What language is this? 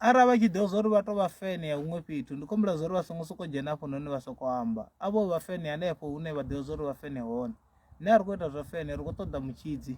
Venda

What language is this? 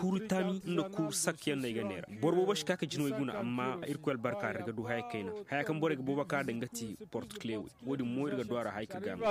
Zarma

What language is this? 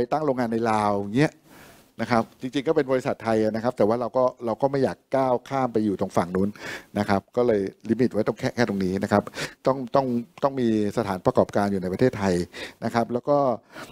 Thai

